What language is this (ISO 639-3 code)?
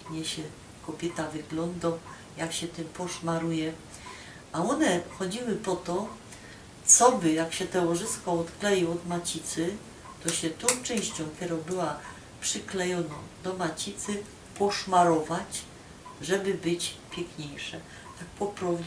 szl